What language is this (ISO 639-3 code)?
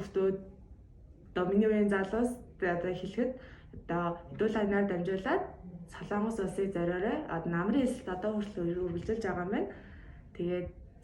mon